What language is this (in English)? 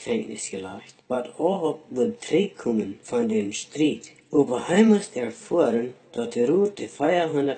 Plautdietsch